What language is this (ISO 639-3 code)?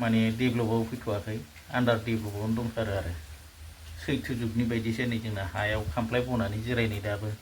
brx